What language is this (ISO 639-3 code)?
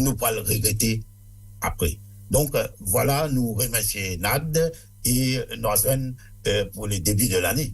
mfe